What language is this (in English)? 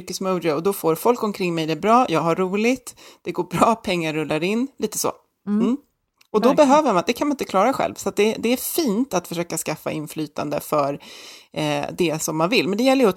Swedish